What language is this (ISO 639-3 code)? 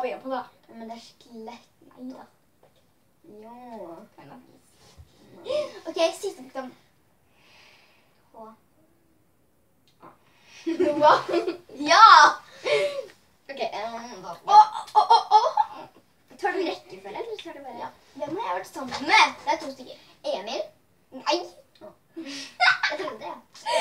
nor